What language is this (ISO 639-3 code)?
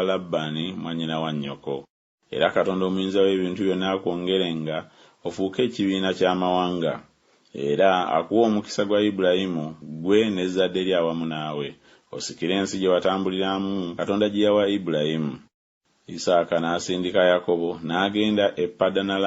lug